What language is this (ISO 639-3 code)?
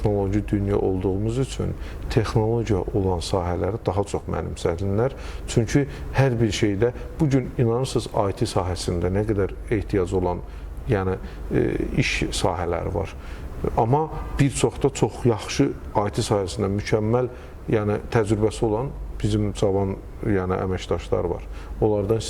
aze